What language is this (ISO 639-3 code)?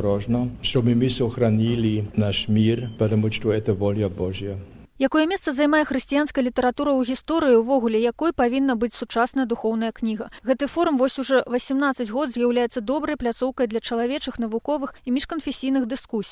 bel